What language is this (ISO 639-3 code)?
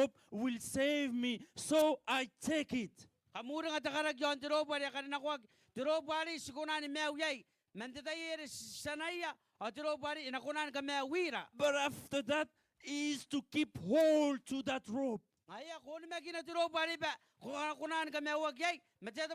gil